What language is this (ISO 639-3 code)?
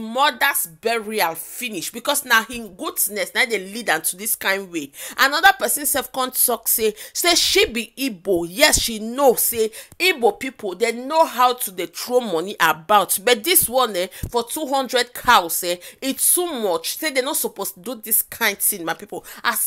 pcm